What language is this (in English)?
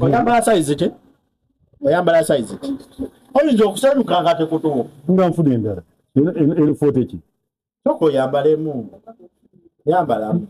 Ganda